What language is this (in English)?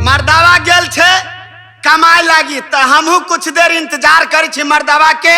Maithili